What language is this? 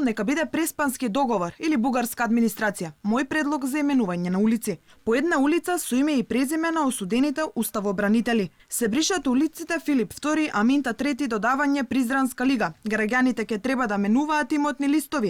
Macedonian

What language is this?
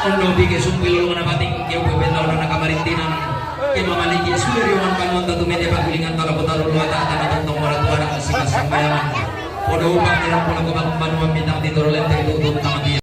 Toraja-Sa'dan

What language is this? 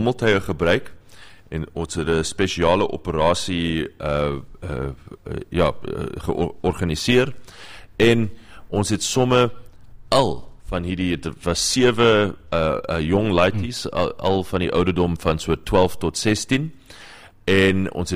Afrikaans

